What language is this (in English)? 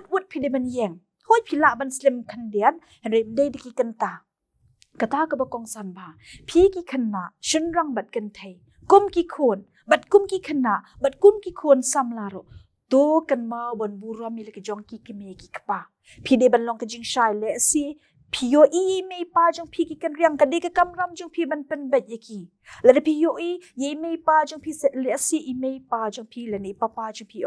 Khasi